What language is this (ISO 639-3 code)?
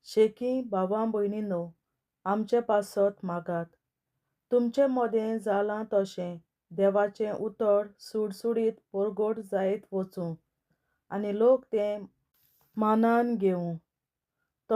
kok